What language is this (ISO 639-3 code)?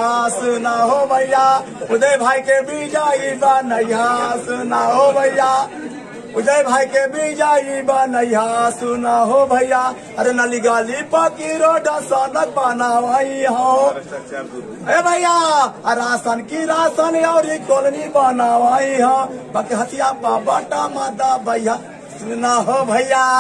bho